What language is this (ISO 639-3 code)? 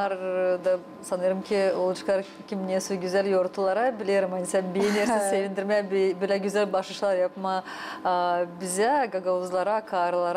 gag